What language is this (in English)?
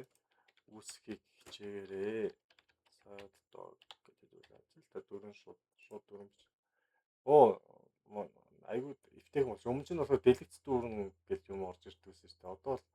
Mongolian